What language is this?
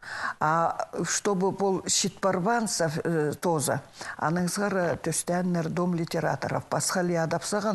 Khakas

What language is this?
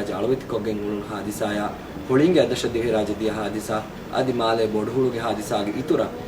Divehi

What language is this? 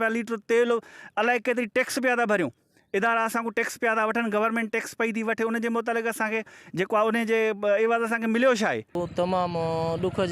Sindhi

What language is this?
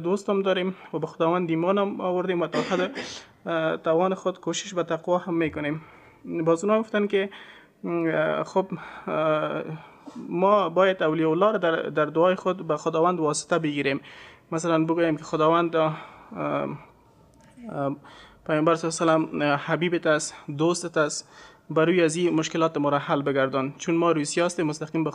Persian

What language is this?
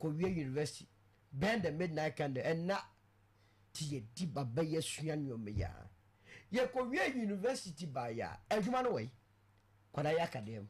Akan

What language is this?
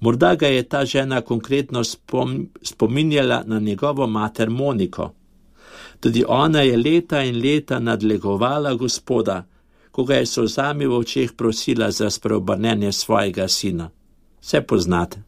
Slovenian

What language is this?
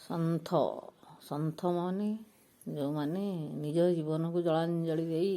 Odia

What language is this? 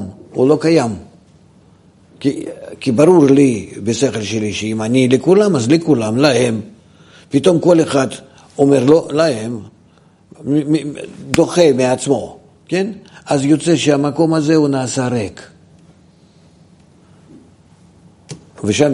Hebrew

